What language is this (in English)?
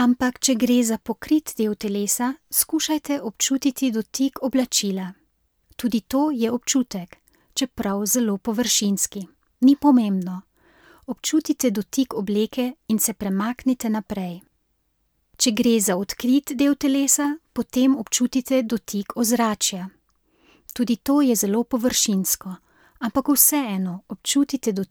Slovenian